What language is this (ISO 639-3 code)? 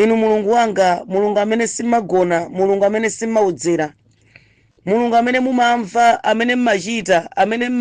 nya